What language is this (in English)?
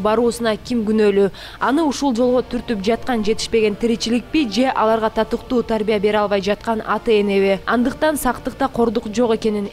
Kyrgyz